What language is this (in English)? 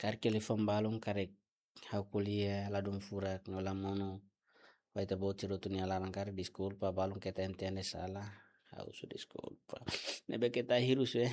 Tetum